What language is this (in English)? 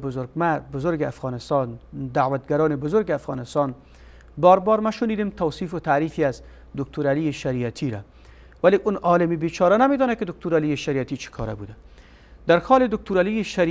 Persian